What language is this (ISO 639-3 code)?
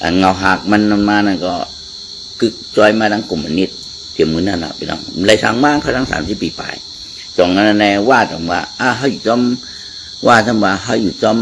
shn